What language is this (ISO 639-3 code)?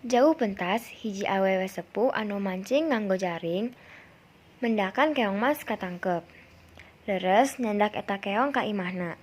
sun